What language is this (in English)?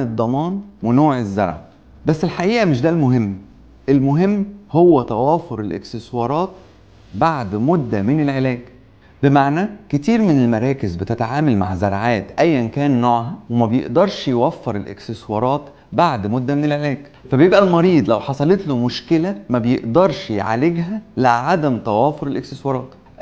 Egyptian Arabic